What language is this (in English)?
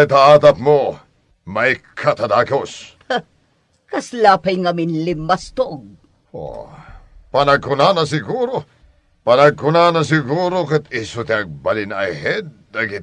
Iloko